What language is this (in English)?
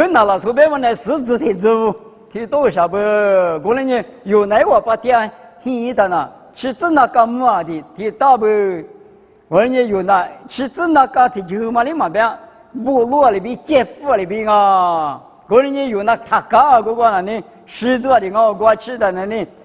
Lisu